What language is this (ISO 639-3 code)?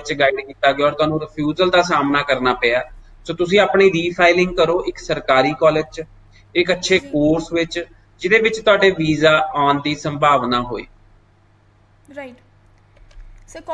pan